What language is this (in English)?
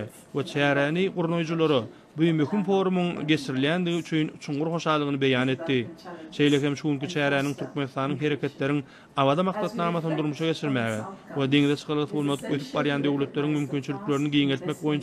Turkmen